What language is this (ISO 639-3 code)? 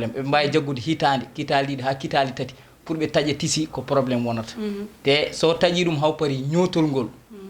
ful